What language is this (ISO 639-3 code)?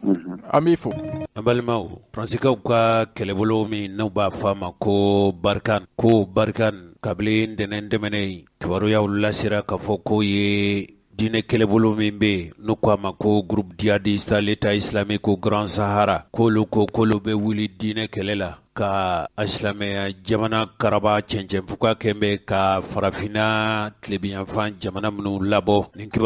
bam